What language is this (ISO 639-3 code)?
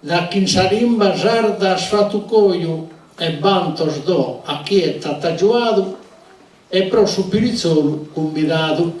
srd